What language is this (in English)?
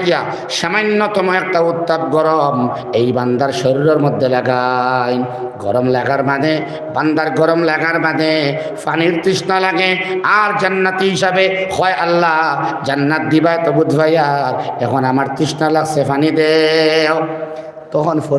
Sylheti